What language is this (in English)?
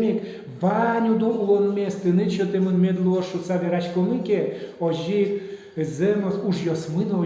Udmurt